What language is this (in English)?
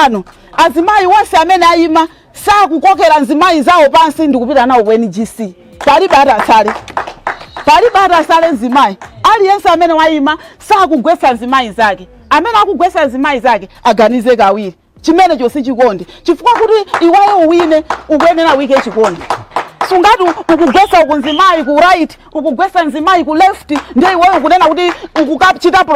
Nyanja